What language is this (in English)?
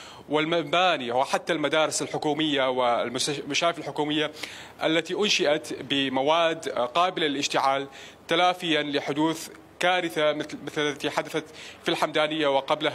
Mesopotamian Arabic